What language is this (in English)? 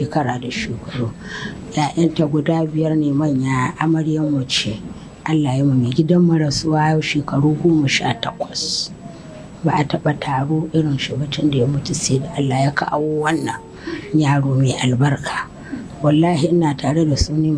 Hausa